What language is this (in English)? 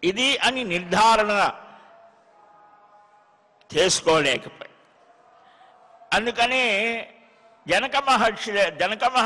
Telugu